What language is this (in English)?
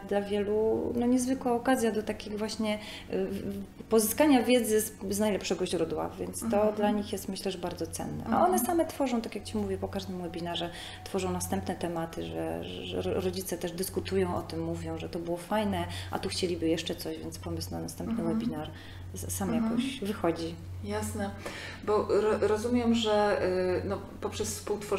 Polish